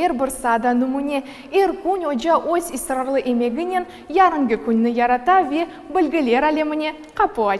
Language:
Crimean Tatar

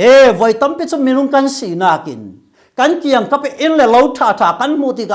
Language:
Falam Chin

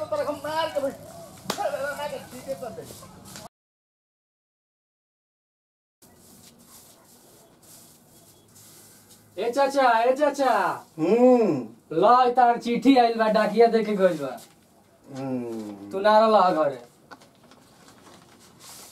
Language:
Bhojpuri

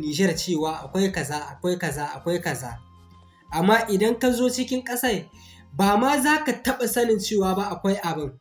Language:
Hausa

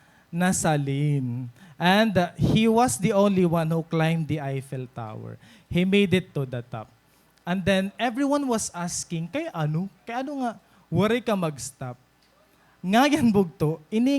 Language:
Waray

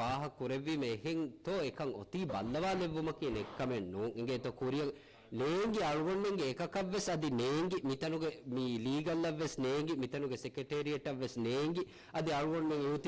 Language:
Divehi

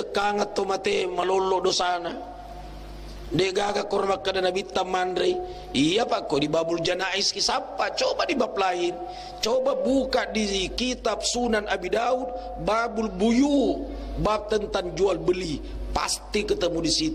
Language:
Buginese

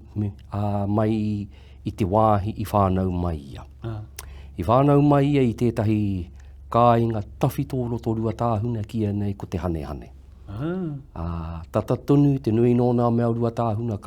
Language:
Māori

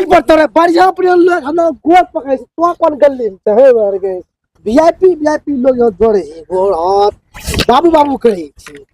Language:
Angika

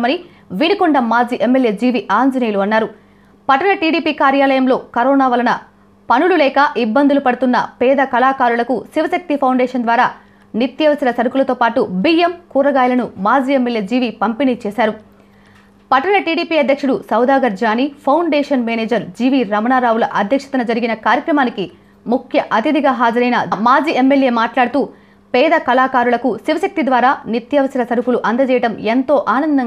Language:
Telugu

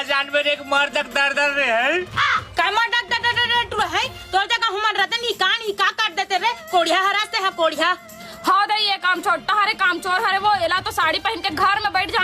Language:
Chhattisgarhi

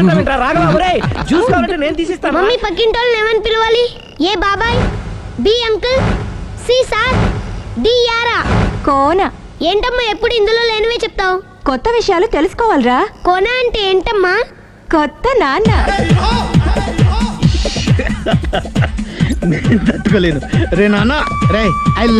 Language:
Telugu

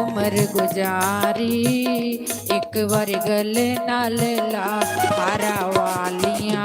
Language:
Dogri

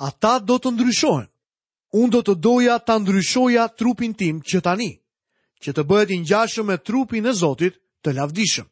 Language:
Albanian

